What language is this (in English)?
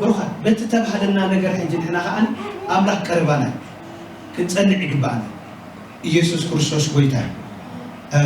Tigrinya